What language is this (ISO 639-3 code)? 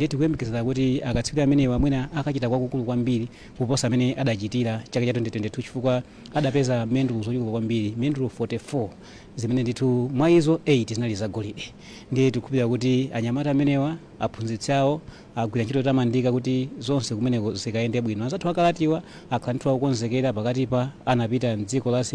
nya